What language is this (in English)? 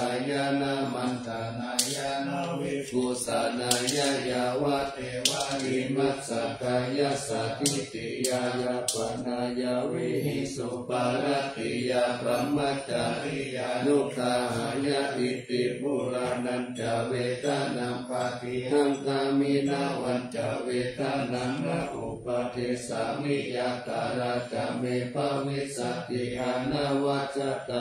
Pali